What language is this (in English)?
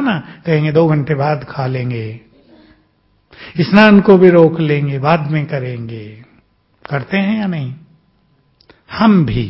Hindi